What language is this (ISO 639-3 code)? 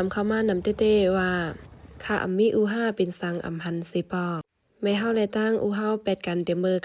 shn